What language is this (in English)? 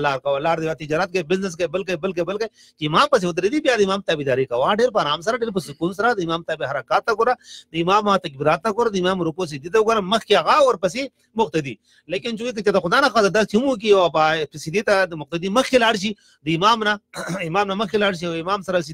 Pashto